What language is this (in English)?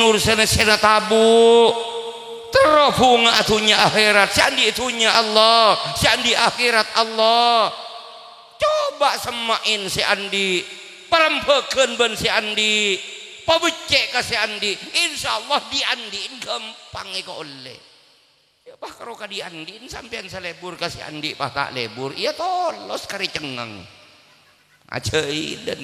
Madurese